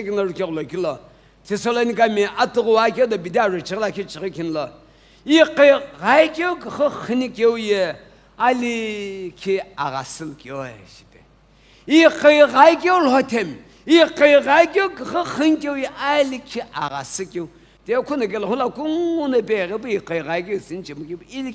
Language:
Sumi Naga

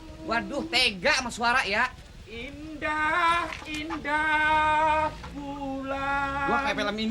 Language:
Betawi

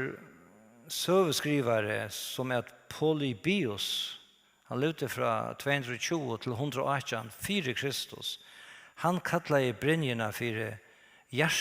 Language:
Faroese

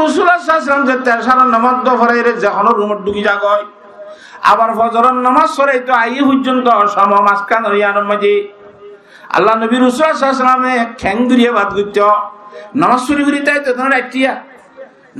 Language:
Rohingya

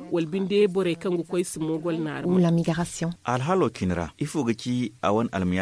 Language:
Zarma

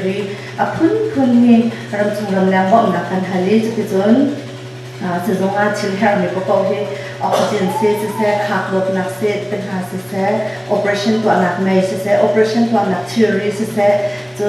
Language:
Hakha Chin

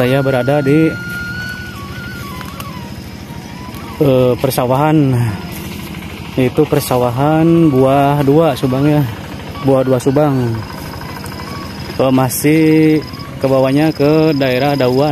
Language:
Indonesian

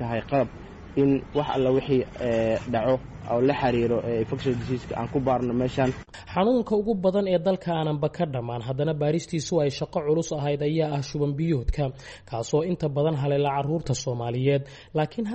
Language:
Somali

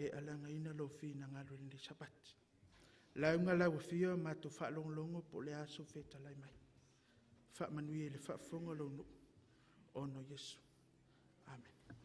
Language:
Samoan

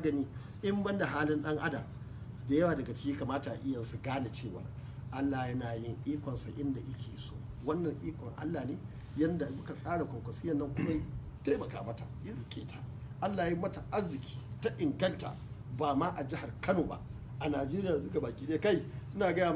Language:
Hausa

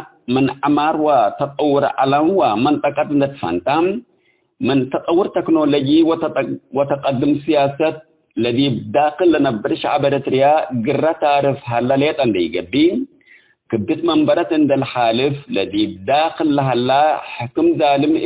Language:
Tigre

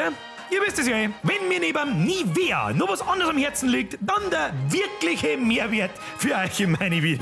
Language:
Bavarian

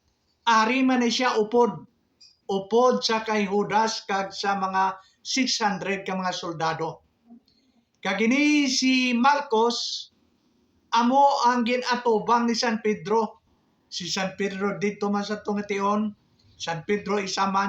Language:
Hiligaynon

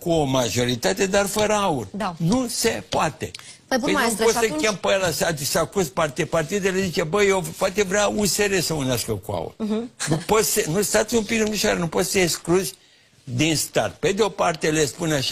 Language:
Romanian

